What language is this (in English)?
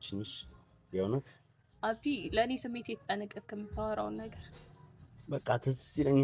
Amharic